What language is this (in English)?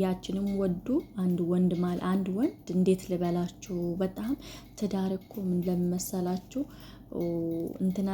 Amharic